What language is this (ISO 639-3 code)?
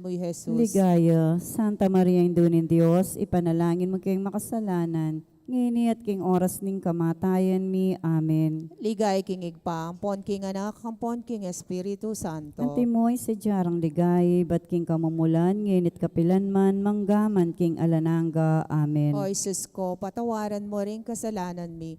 pam